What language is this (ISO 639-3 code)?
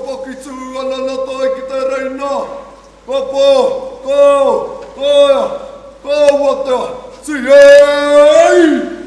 mri